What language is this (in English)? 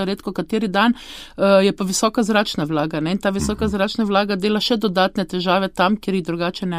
Slovenian